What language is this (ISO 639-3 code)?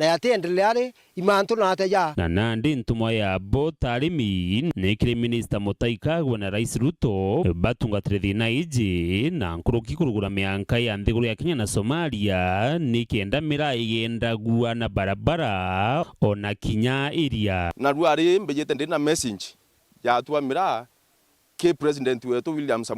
mer